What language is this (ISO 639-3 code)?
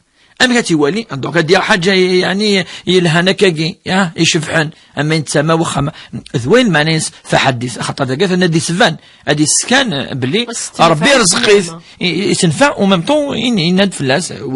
kab